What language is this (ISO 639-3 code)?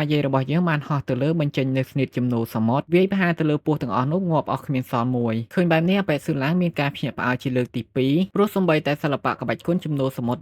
khm